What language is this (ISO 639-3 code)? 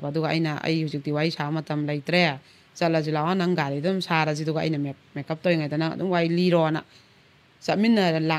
mni